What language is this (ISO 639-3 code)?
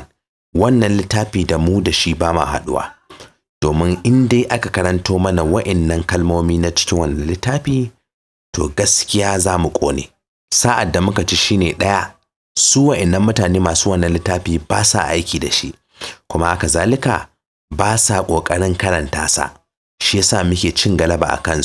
hau